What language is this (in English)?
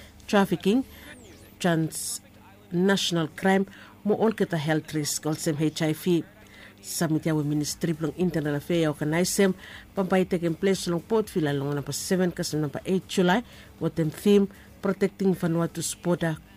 Bislama